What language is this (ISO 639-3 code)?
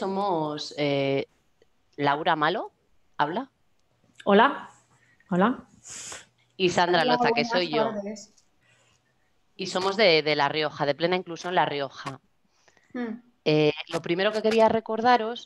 spa